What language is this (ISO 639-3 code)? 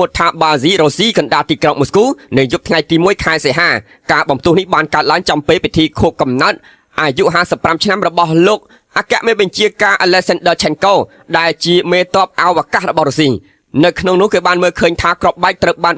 khm